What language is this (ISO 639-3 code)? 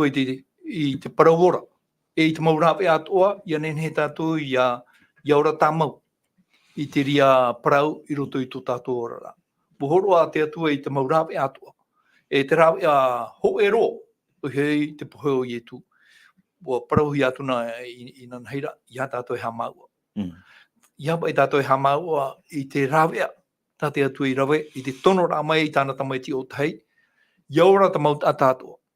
tah